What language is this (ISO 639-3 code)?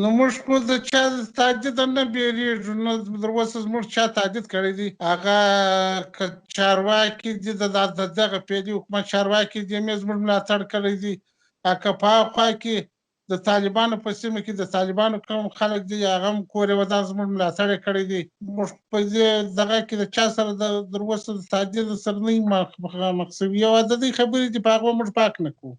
pus